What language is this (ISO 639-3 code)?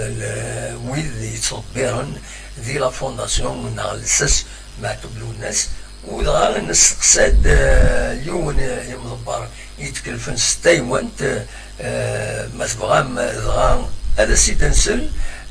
kab